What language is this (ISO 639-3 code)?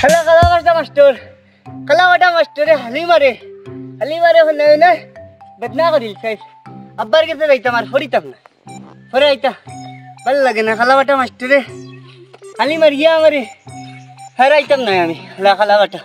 syl